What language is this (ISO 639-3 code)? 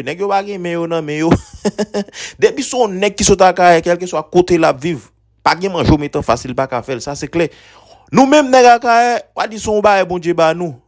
hat